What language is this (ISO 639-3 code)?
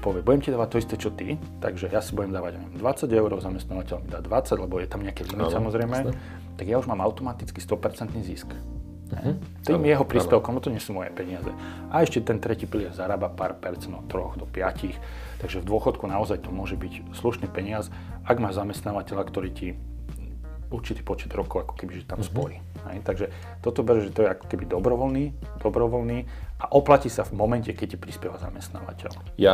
slk